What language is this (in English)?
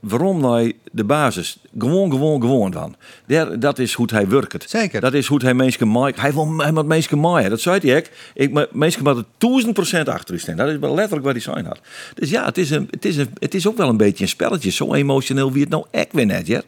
Western Frisian